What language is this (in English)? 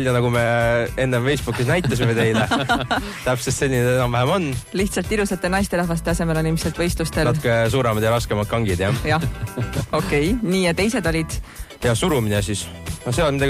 Estonian